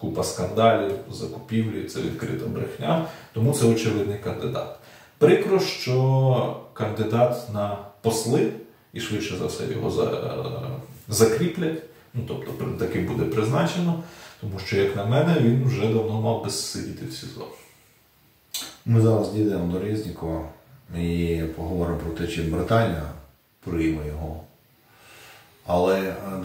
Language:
Ukrainian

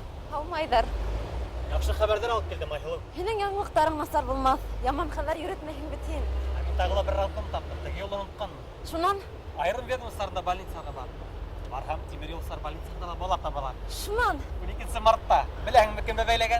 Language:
Bashkir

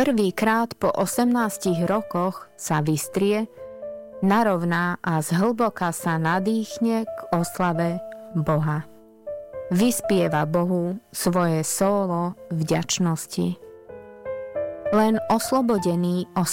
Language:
Slovak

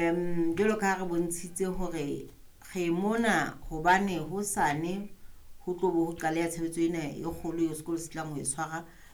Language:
Southern Sotho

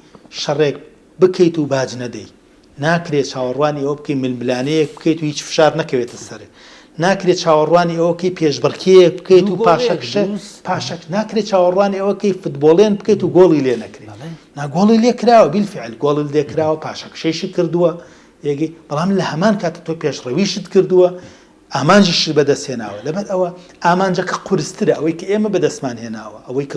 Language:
Central Kurdish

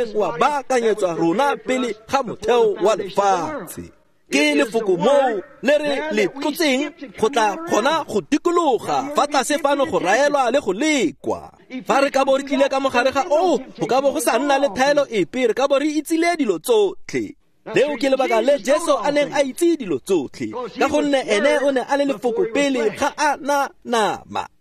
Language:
Tswana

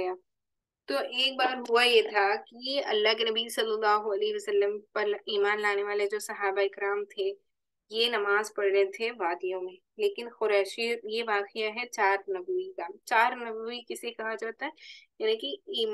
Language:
Urdu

